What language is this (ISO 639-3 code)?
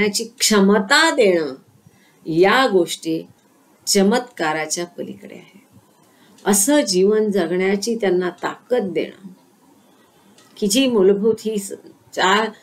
mar